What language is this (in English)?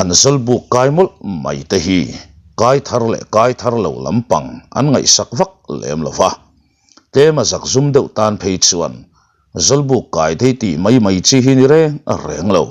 Mizo